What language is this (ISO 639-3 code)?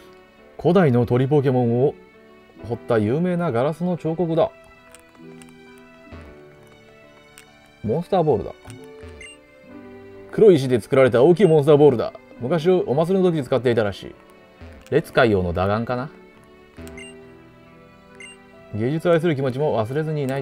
jpn